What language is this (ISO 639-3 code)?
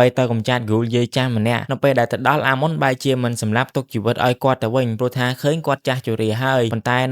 khm